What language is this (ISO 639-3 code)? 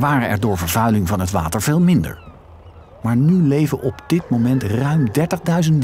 nld